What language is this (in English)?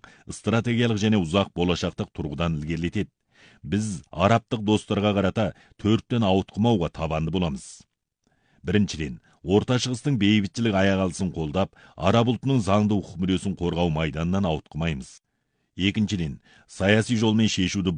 Kazakh